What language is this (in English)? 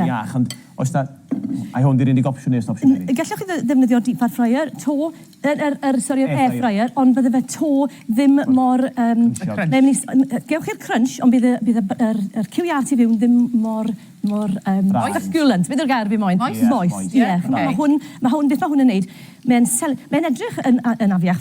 Welsh